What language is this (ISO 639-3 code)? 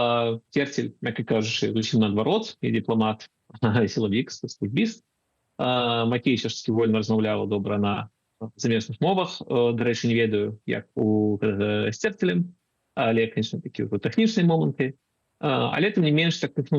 bel